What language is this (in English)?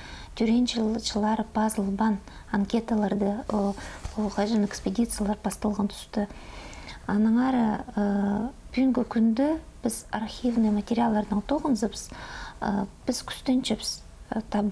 Khakas